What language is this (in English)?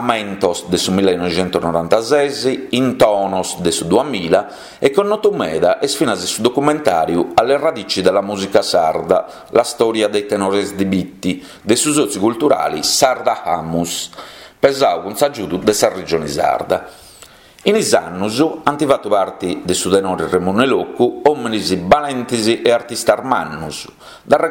Sardinian